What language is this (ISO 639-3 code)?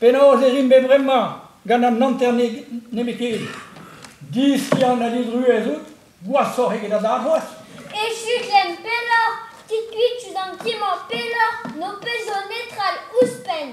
bre